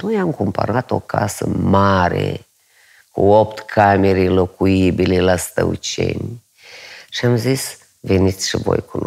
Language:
Romanian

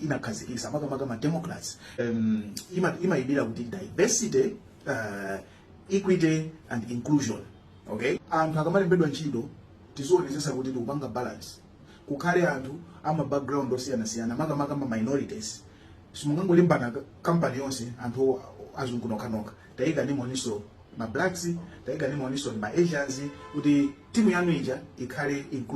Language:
Nyanja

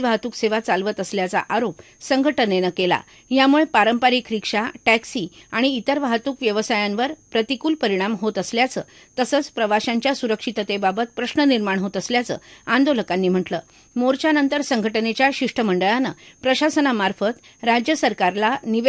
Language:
Marathi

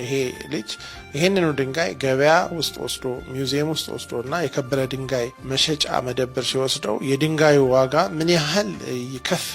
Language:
Amharic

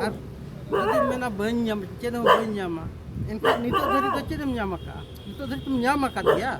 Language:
Santali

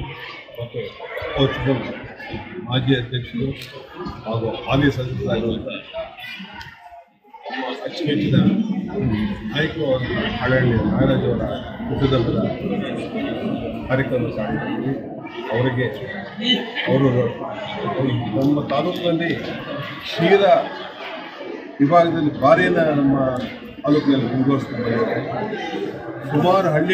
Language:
Kannada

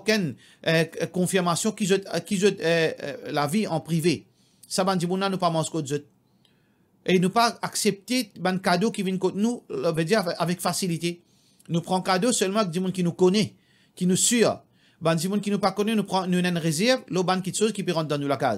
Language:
Morisyen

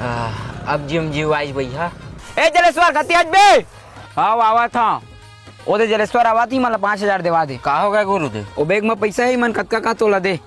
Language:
Chhattisgarhi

